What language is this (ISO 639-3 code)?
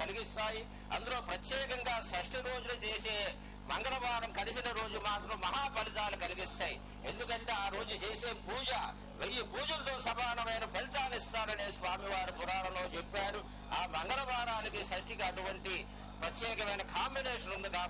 tel